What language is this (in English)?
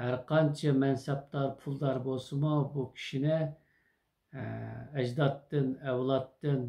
Uyghur